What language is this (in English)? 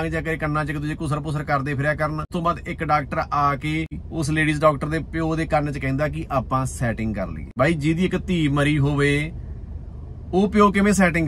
Punjabi